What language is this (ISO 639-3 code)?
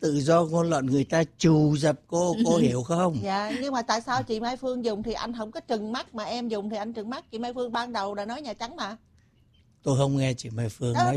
vie